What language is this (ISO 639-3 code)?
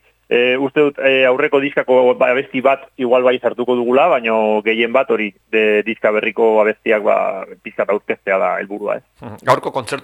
eus